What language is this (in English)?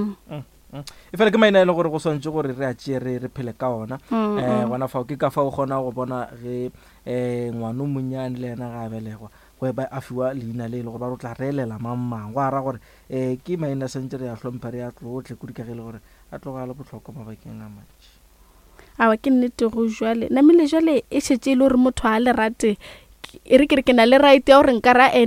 Northern Sotho